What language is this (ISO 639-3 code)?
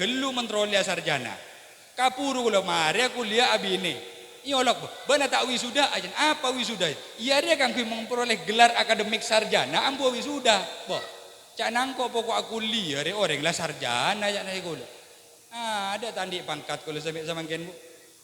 mad